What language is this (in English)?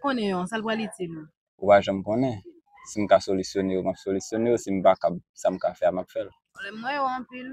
Haitian Creole